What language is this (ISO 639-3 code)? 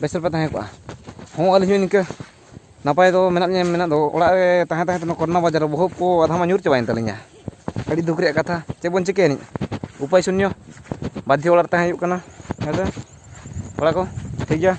sat